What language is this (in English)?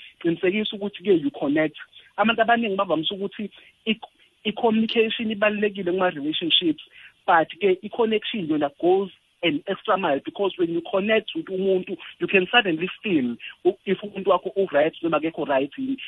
South Ndebele